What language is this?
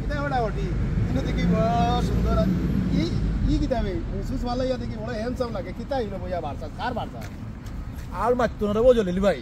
Sylheti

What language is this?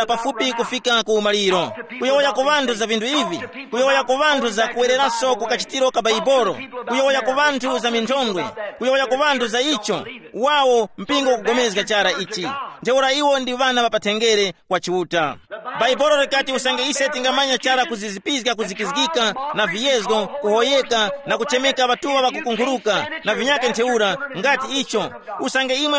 Tumbuka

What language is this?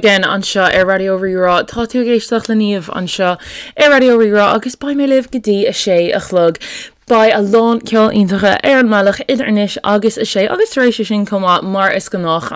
Irish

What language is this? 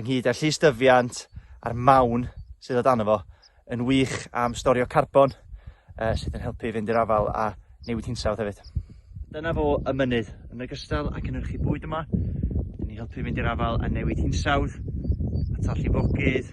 Welsh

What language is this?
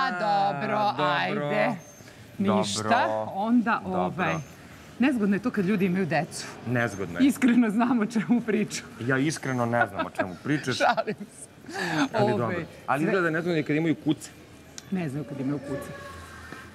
Serbian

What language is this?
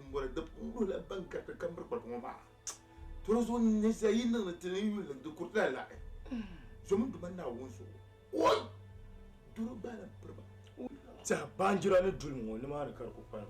Dagbani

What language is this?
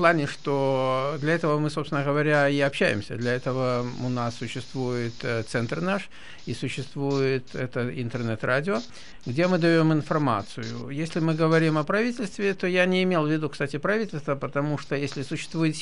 Russian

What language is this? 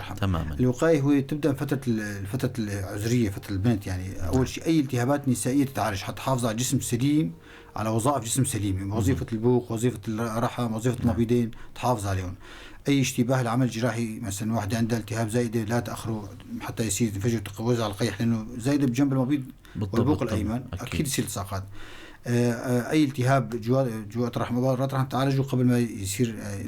North Levantine Arabic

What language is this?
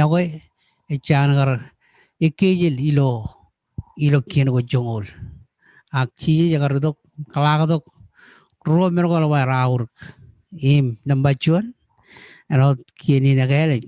Marshallese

